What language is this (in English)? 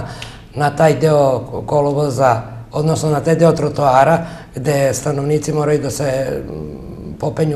Serbian